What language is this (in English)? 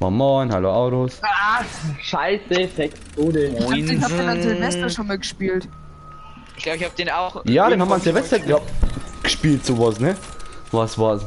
Bavarian